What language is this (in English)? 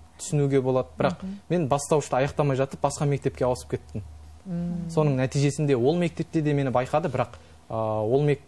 Kazakh